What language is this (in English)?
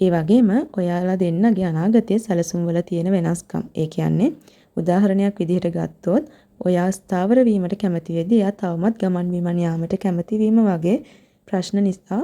Sinhala